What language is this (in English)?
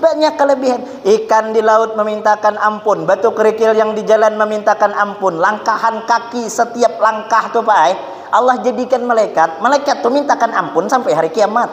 Banjar